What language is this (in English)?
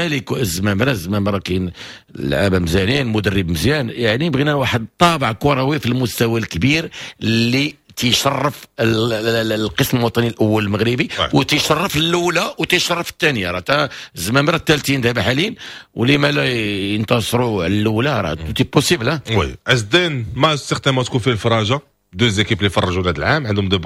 Moroccan Arabic